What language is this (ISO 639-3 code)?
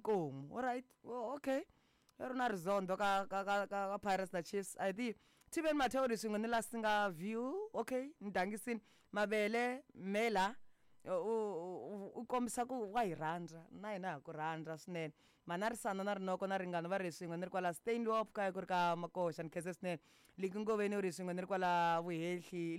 tso